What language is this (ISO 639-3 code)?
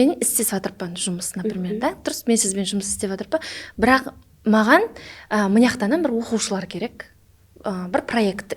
kaa